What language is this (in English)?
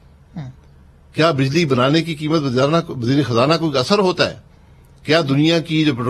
Urdu